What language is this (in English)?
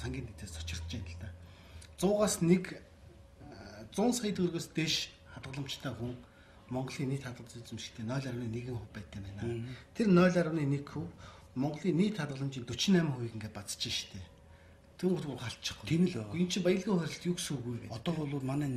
Mongolian